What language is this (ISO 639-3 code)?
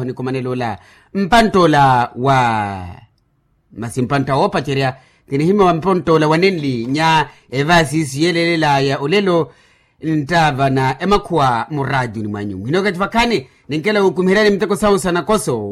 vmw